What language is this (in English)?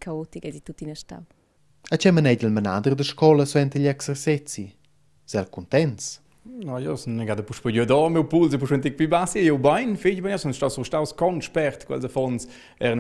Romansh